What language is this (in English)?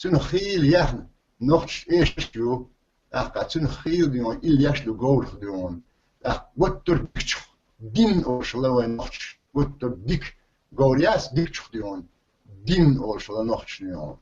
Chechen